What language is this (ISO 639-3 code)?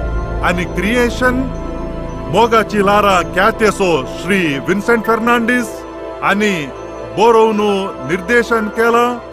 kok